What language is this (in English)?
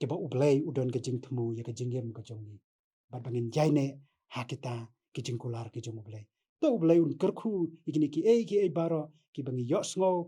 Khasi